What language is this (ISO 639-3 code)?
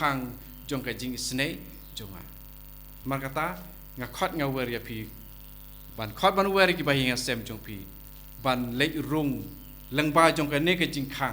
kha